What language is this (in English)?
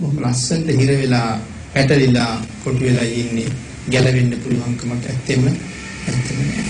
Sinhala